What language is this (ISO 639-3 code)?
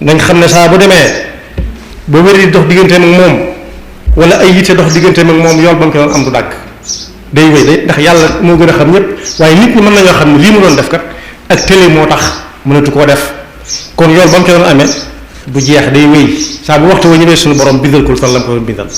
wol